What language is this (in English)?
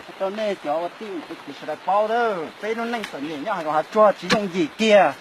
Hmong